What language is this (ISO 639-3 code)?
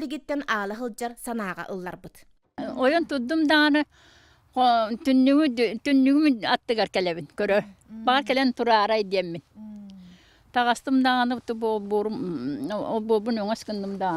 sah